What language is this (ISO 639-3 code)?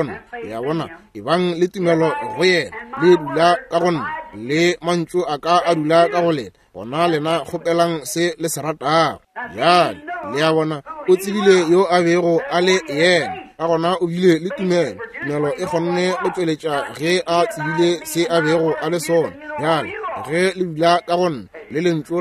nso